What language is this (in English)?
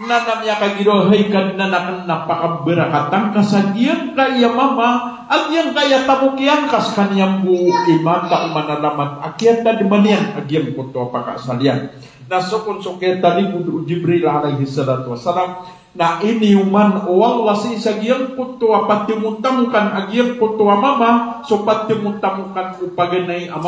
Maranao